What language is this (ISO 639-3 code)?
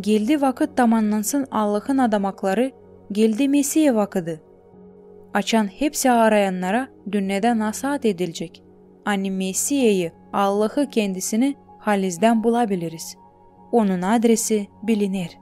gag